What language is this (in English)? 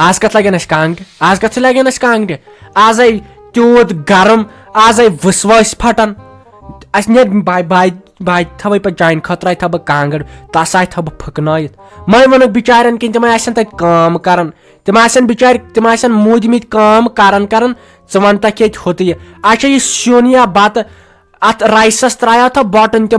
Kashmiri